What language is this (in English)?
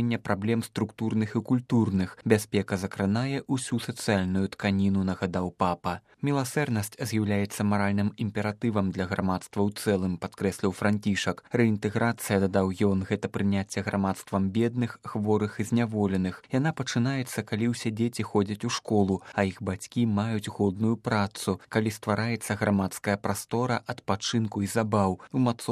Belarusian